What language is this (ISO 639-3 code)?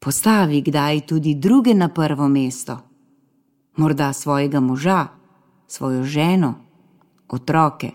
slv